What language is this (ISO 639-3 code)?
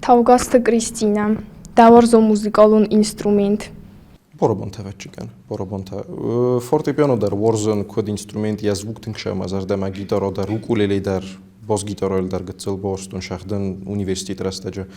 oss